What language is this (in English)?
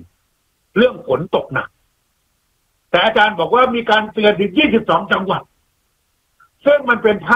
Thai